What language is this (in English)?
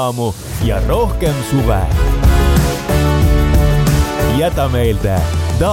Estonian